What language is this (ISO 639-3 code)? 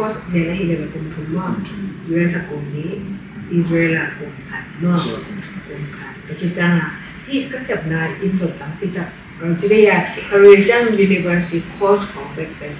ctd